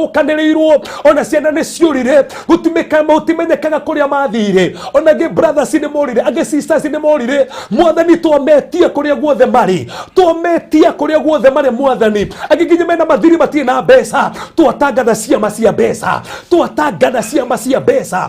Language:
Kikuyu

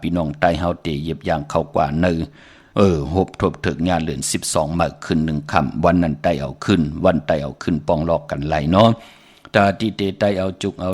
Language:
Shan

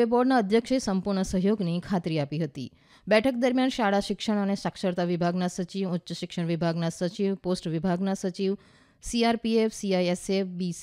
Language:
Gujarati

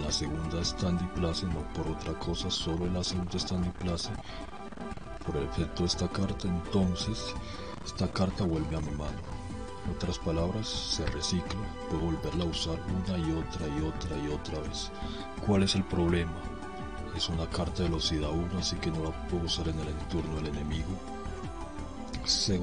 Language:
Spanish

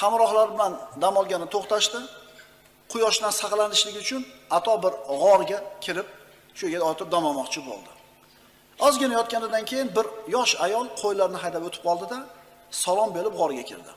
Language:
Uzbek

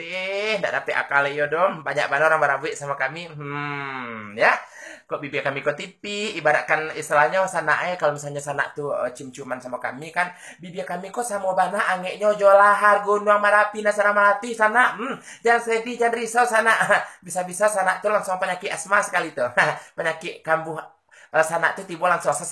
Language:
Minangkabau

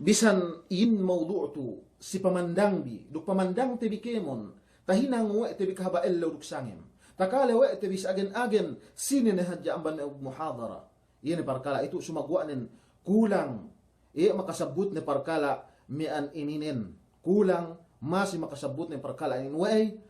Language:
Yakan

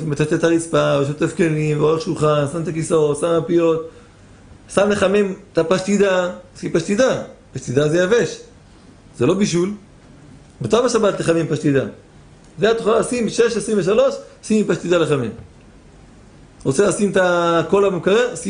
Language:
Hebrew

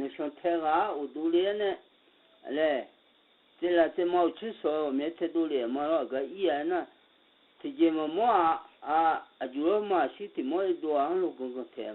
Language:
Akha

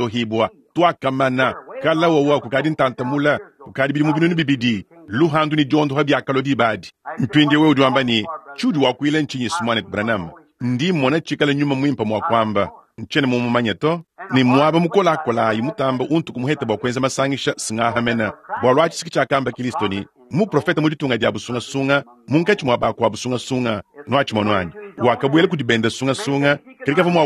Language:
Luba-Lulua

